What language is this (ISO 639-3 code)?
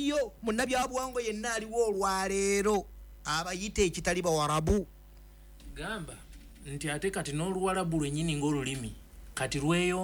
lug